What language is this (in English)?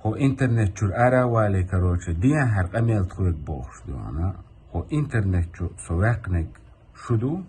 Chechen